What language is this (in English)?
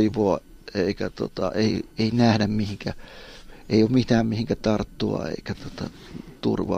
Finnish